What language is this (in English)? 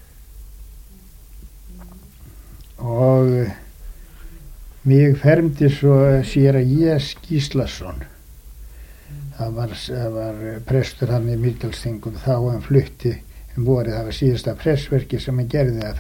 Icelandic